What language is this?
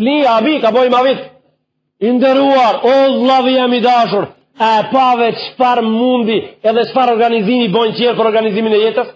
Albanian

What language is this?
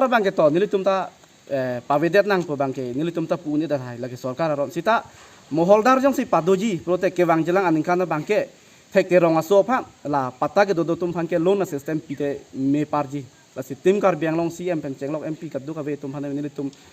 Karbi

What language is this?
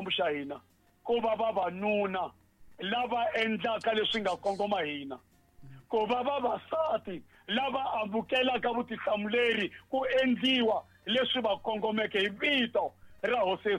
Tsonga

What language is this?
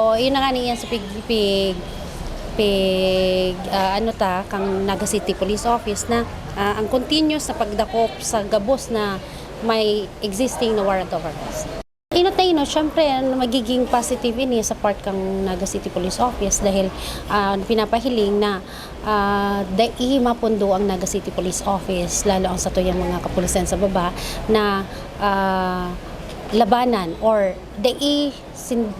Bikol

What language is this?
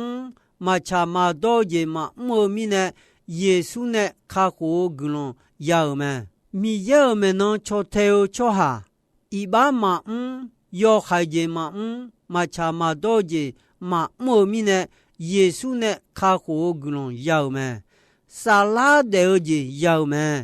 Akha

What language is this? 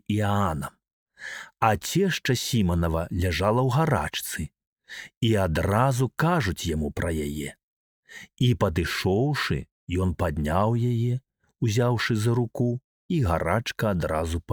Belarusian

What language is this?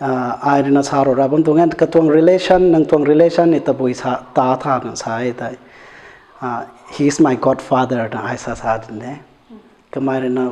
Rongmei Naga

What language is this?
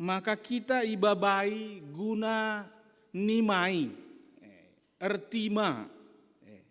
Batak Karo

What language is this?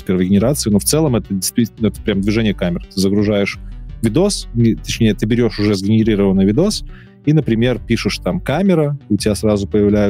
Russian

